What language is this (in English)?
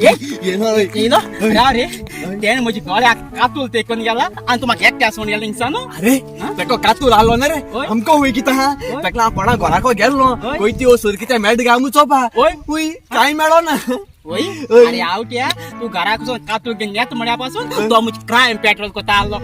Konkani